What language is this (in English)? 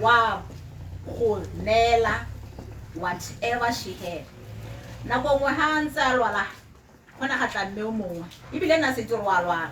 Tswana